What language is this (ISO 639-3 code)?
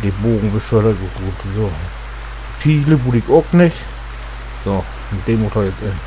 nds